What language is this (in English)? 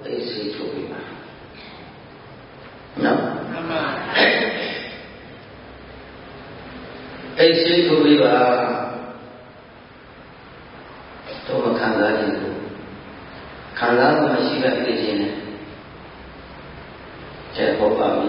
Burmese